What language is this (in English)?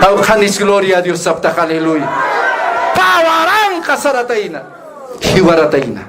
Aymara